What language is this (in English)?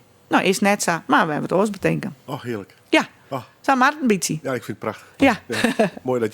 Western Frisian